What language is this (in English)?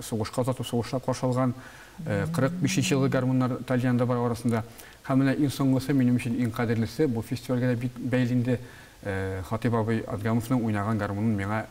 Tatar